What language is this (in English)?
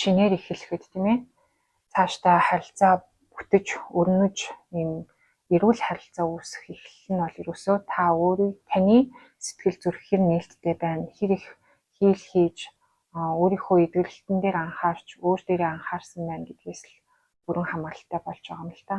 Mongolian